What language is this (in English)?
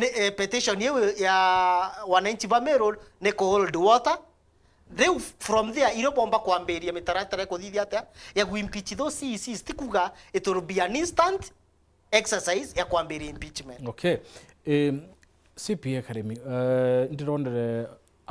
Meru